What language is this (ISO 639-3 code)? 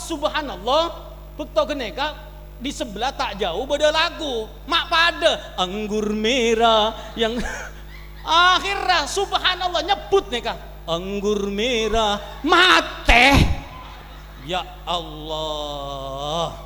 mad